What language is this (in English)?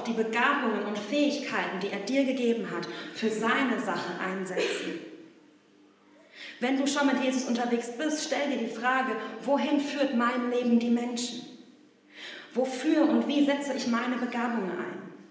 German